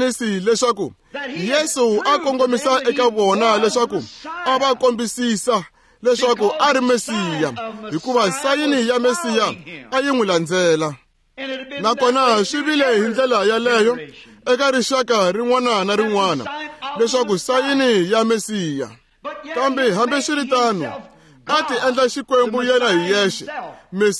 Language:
Tsonga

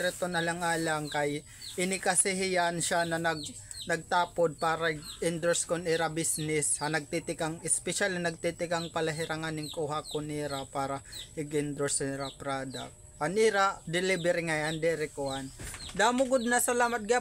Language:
Waray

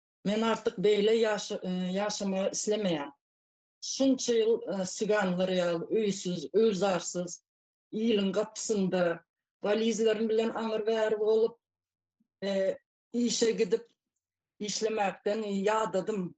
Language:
Turkmen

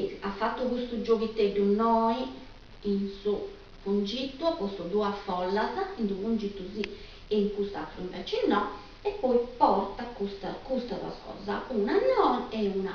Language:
Sardinian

